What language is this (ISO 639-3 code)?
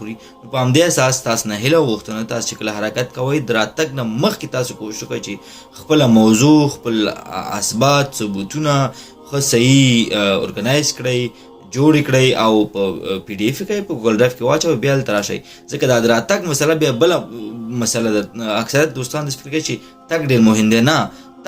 pus